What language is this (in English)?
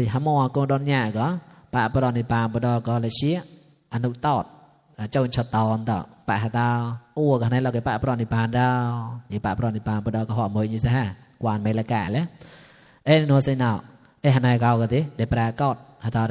Mon